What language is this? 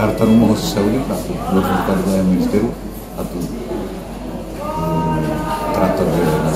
Tetum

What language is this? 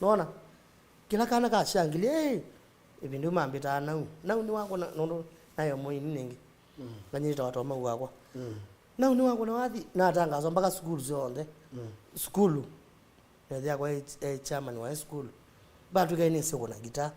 Kamba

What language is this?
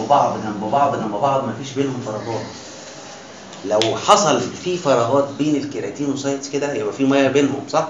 Egyptian Arabic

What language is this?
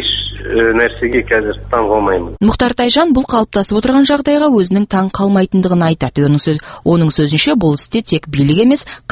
Kazakh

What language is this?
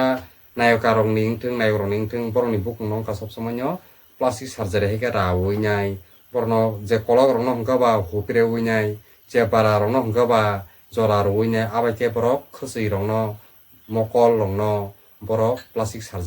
Kok Borok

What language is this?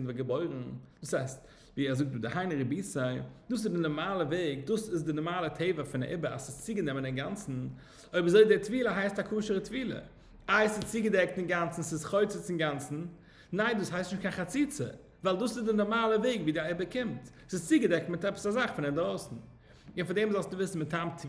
Yiddish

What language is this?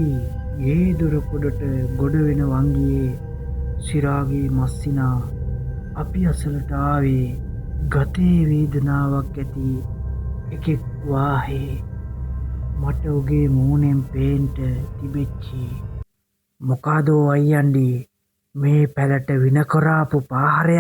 Sinhala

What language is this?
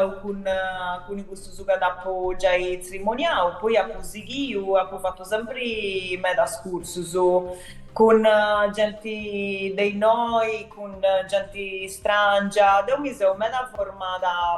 Sardinian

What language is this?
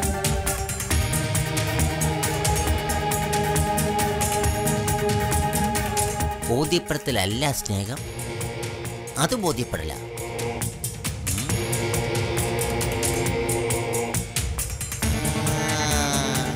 Malayalam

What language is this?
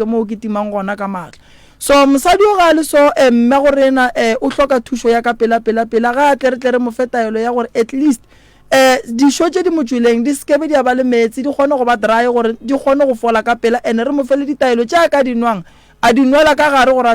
Northern Sotho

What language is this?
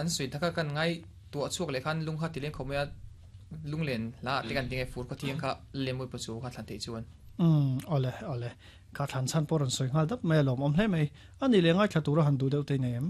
Mizo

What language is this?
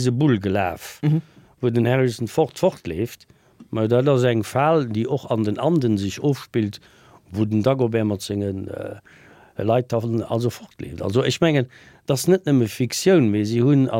Luxembourgish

